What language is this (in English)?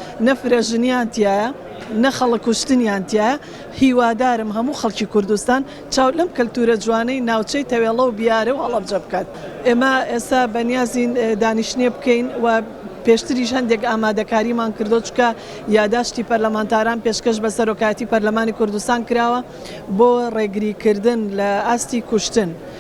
Central Kurdish